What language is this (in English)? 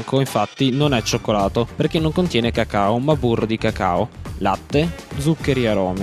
Italian